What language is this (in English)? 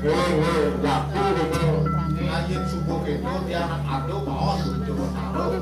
Balinese